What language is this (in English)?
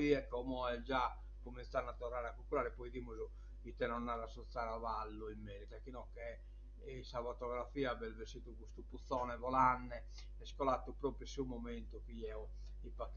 Sardinian